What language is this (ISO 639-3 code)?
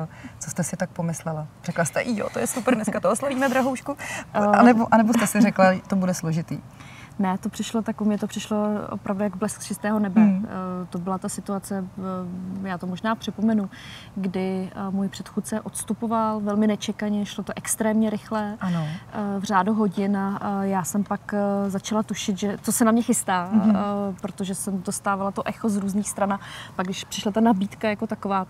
ces